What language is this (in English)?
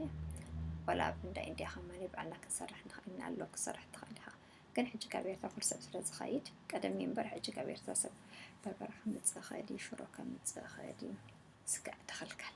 Tigrinya